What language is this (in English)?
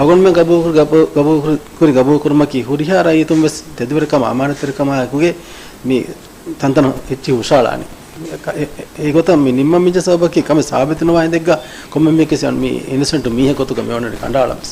Divehi